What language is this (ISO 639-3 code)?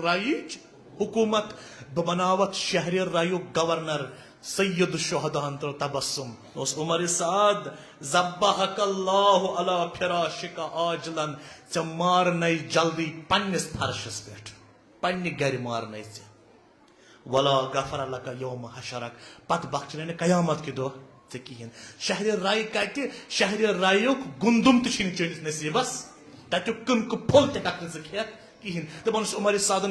kas